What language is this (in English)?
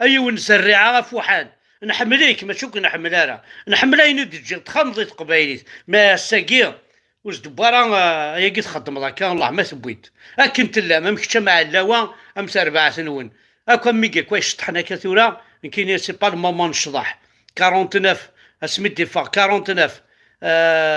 Kabyle